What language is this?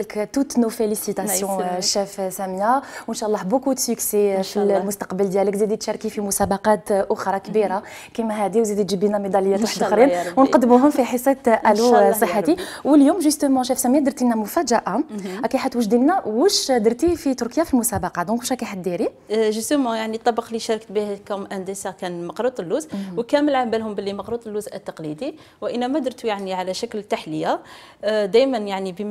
Algerian Arabic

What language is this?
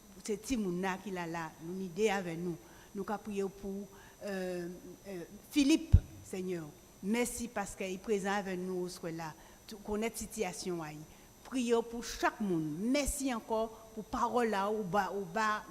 Guadeloupean Creole French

